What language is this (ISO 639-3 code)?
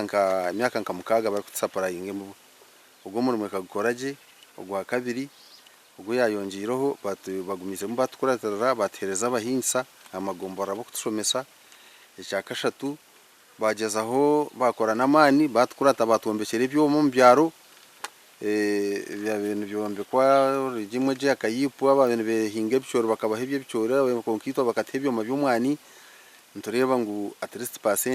nyn